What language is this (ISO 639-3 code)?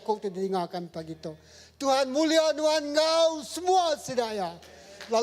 iba